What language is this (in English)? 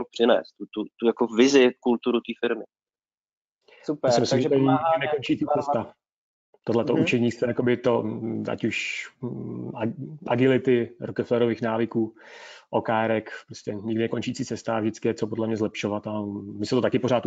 Czech